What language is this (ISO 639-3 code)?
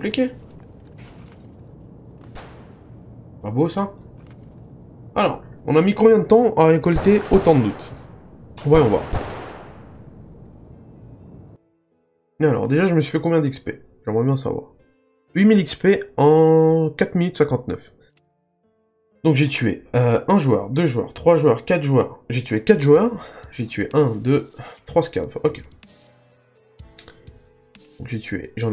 fra